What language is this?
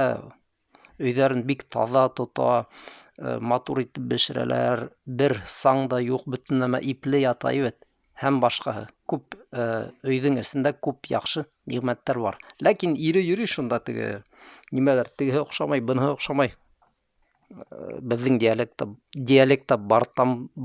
Bashkir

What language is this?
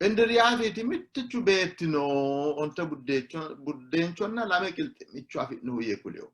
Sidamo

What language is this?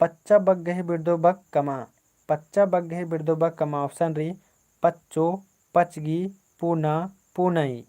Kurukh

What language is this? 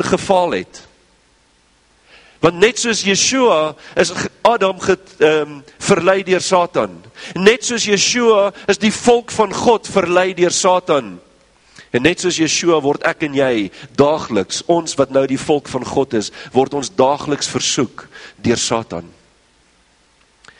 Afrikaans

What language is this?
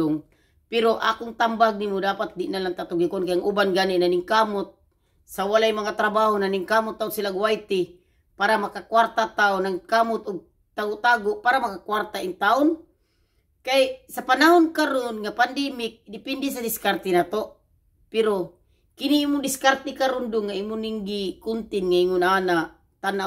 Cebuano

